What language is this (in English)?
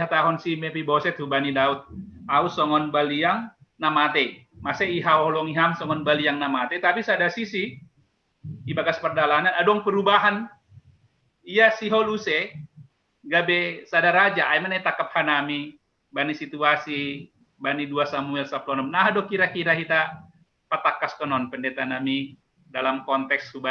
Batak Simalungun